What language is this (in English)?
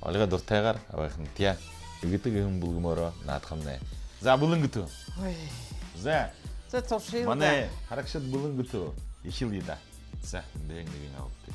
Buriat